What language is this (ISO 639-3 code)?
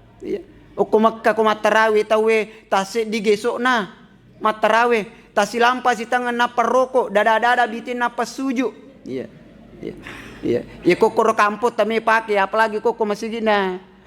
bug